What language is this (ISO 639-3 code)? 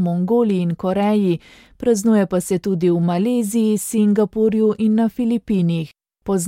slv